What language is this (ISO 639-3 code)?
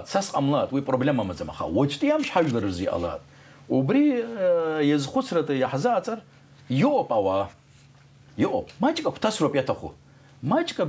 abk